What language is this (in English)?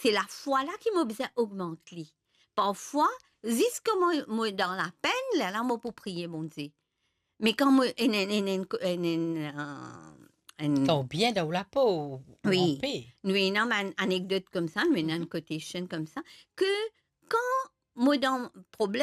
Morisyen